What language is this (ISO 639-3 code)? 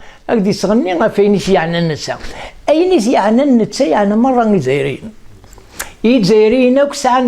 kab